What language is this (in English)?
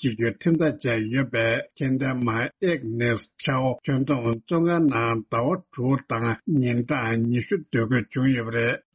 Tibetan